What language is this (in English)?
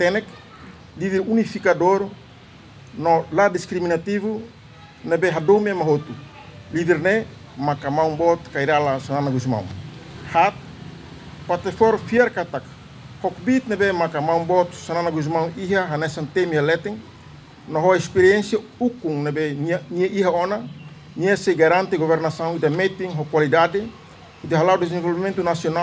Tetum